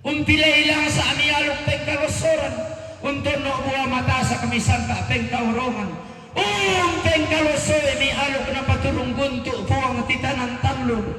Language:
Toraja-Sa'dan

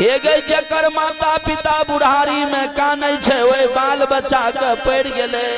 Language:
Maithili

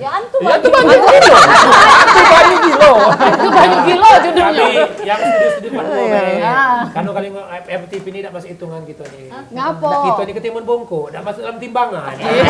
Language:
Musi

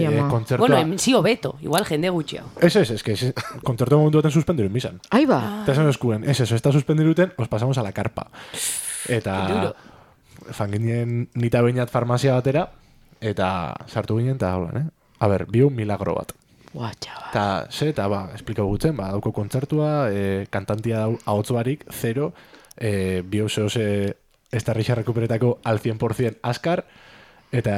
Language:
Basque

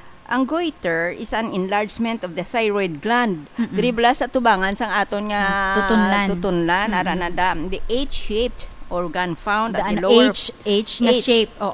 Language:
Hiligaynon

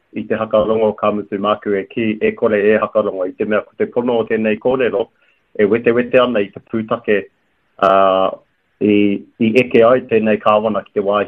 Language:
Māori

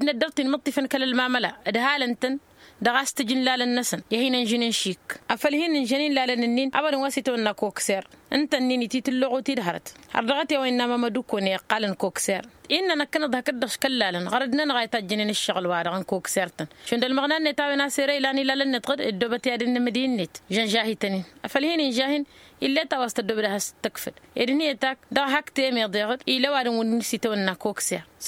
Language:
Tamasheq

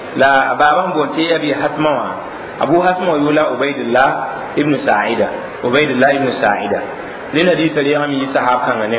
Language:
Mossi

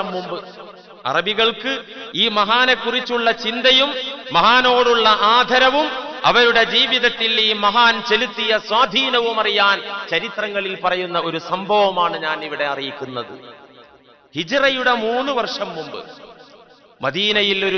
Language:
Malayalam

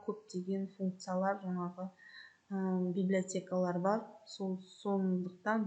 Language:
Kazakh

